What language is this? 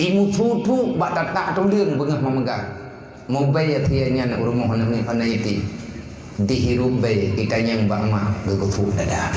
Achinese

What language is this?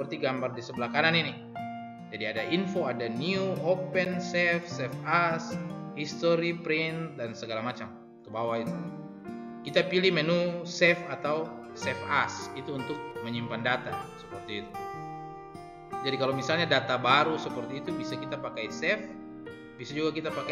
Indonesian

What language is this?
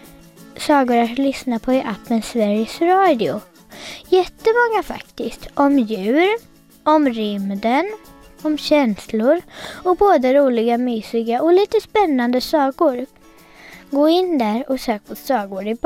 Swedish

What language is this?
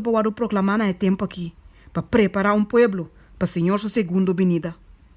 Papiamento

